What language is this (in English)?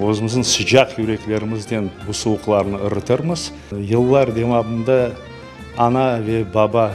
Crimean Tatar